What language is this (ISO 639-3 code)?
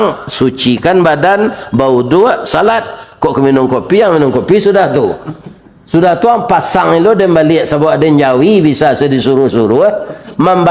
min